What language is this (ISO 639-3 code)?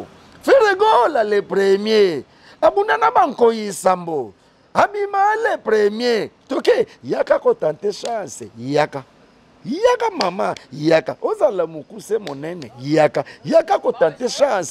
lin